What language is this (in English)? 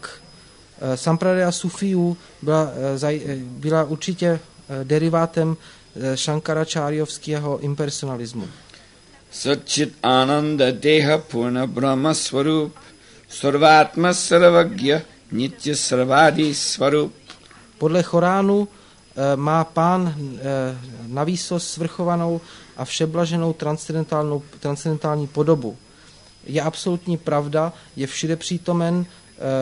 Czech